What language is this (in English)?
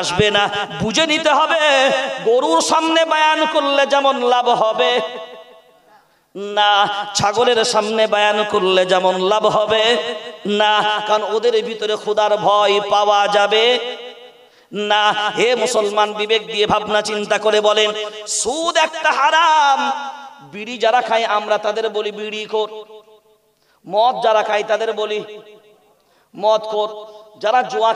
Bangla